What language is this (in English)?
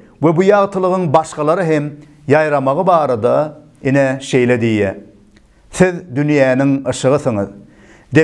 Turkmen